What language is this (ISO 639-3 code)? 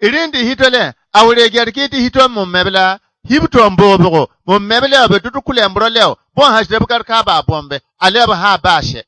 bib